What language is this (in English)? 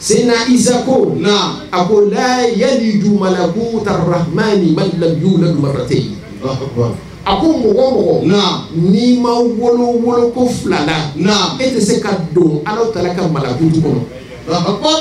Bambara